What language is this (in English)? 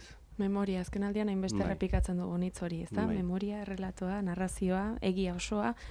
Basque